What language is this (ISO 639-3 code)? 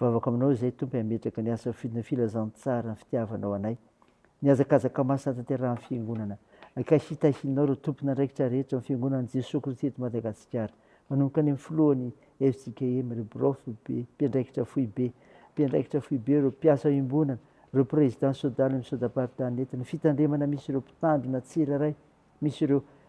mlg